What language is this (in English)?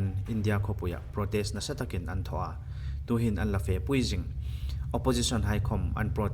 Hmar